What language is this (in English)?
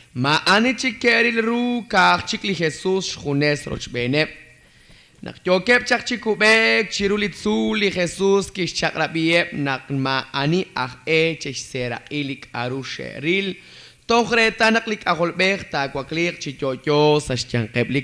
Kekchí